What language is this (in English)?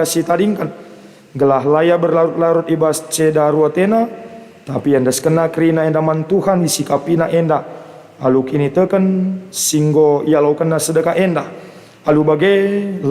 Batak Karo